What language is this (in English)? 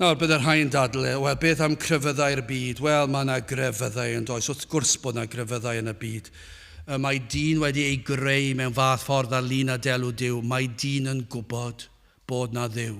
Welsh